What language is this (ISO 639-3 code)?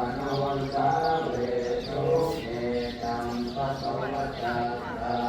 pli